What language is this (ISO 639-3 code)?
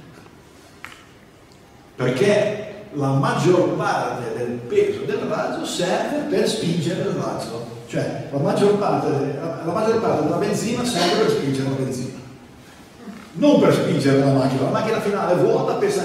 ita